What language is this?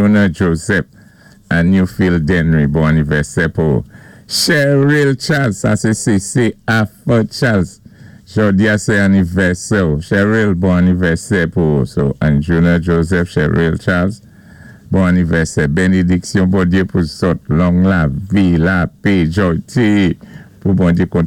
Saint Lucian Creole French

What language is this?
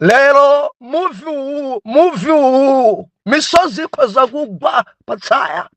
Nyanja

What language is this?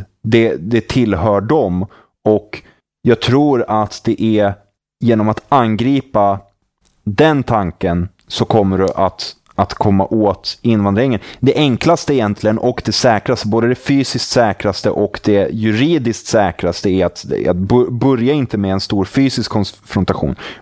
Swedish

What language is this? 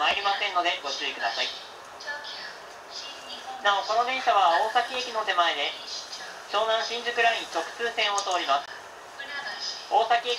Japanese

